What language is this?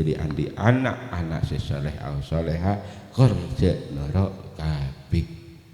Madurese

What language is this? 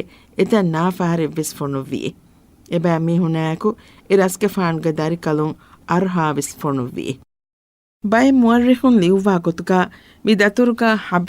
Divehi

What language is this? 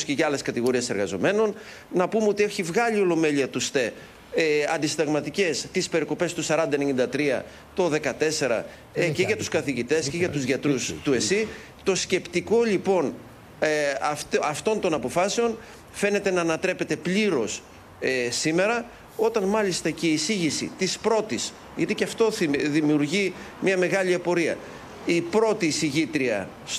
Greek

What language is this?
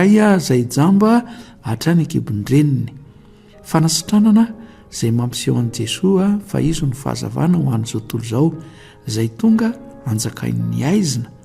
Malagasy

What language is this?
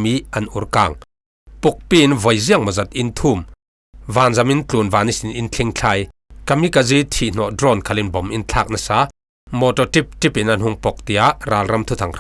Falam Chin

